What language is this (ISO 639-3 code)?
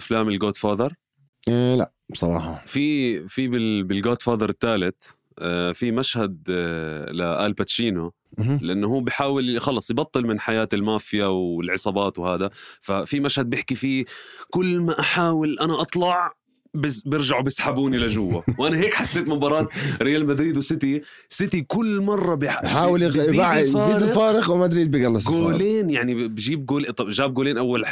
apc